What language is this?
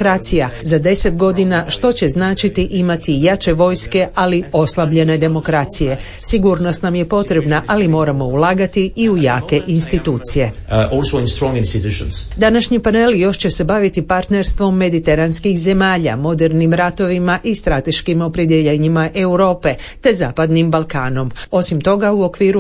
Croatian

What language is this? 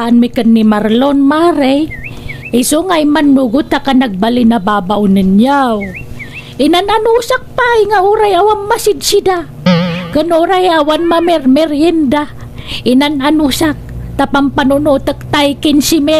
Iloko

